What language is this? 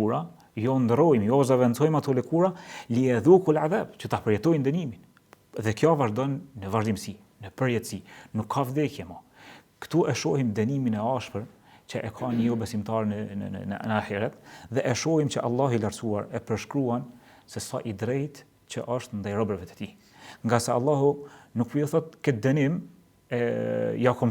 Albanian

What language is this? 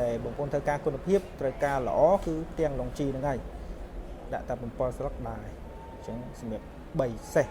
Khmer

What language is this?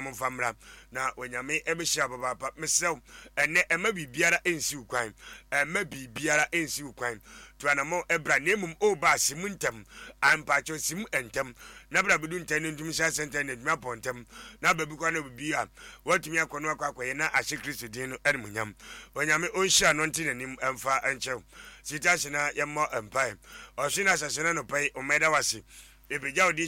Akan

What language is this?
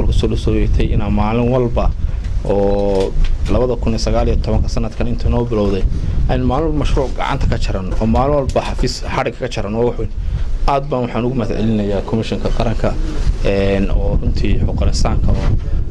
Somali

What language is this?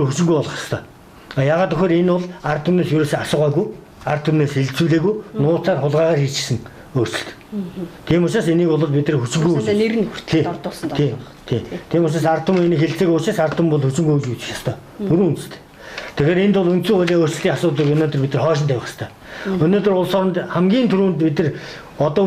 Mongolian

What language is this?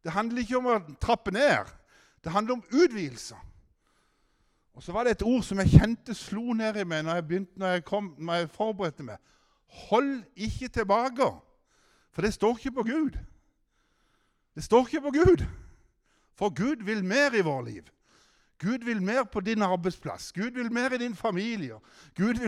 Norwegian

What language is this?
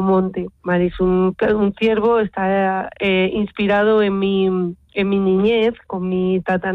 Spanish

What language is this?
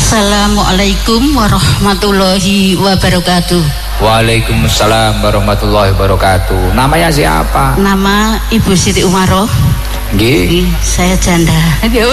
Indonesian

